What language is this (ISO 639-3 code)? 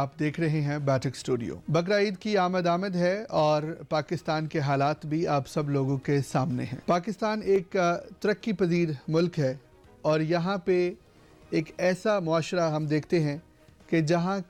urd